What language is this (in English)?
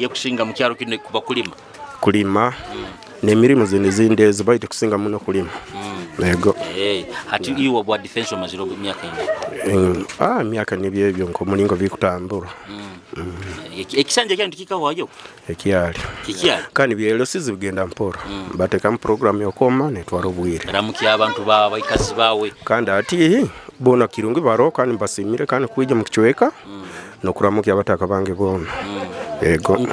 Nyoro